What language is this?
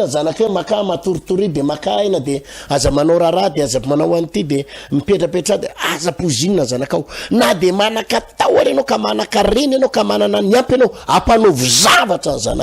Malagasy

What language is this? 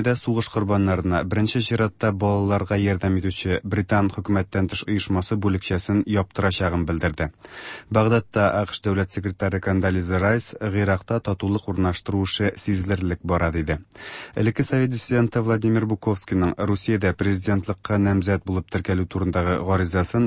Tatar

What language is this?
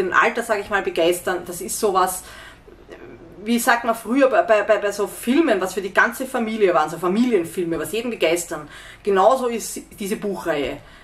German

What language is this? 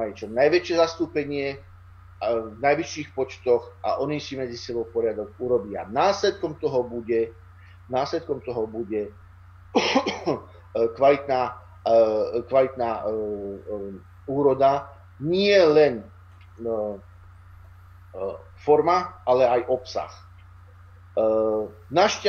Slovak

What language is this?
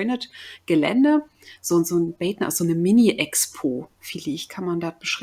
Low German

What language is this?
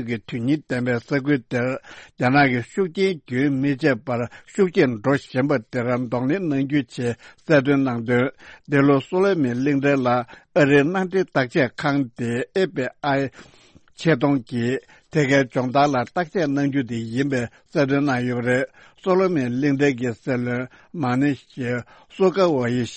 Tibetan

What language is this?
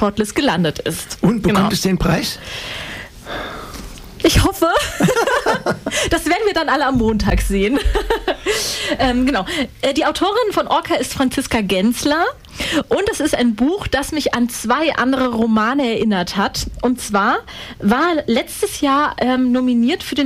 German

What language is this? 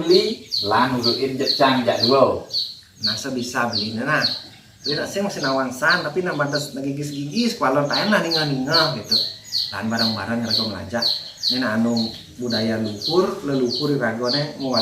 Balinese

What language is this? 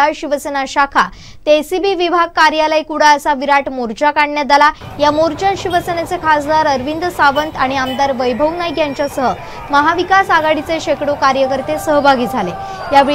Marathi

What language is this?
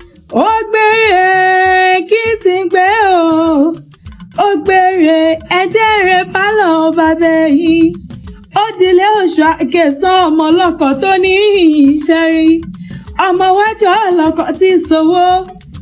Yoruba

